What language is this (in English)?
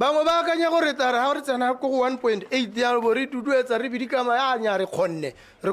Tswana